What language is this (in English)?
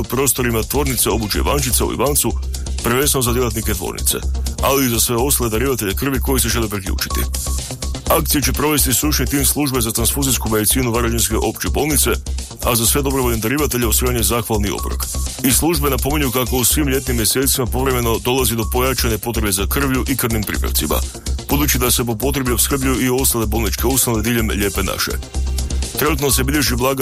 Croatian